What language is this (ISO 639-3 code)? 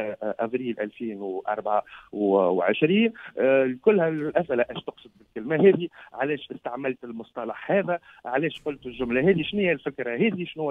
aeb